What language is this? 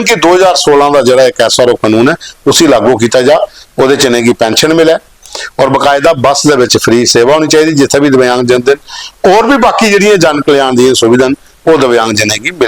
Dogri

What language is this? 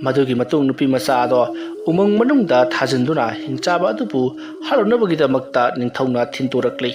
Manipuri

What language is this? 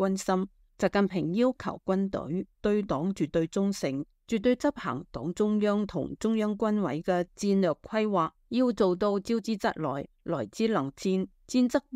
Cantonese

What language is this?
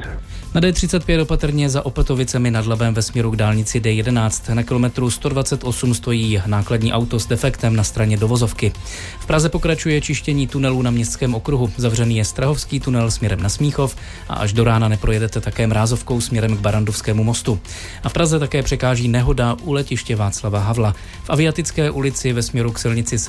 Czech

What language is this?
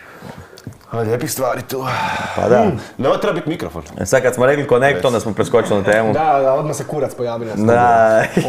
Croatian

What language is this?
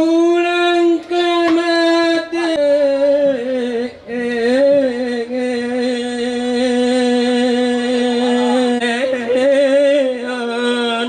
Toraja-Sa'dan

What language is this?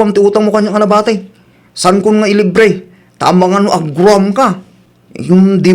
Iloko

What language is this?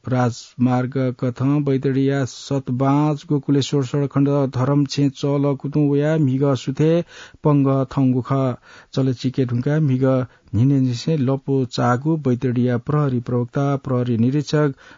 Newari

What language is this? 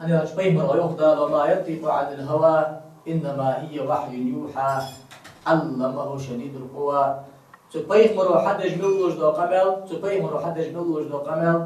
Ingush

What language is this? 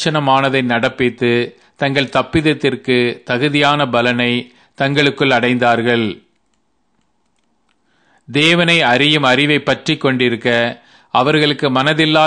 Tamil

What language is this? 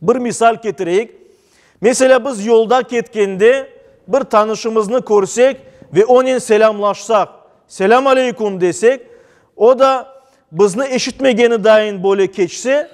Crimean Tatar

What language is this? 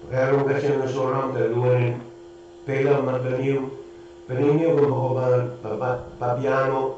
Pohnpeian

